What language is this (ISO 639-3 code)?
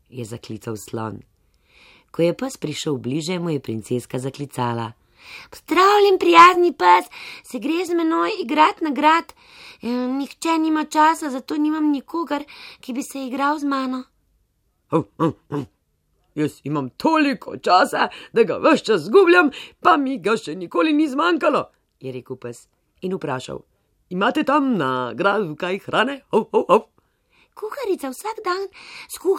slv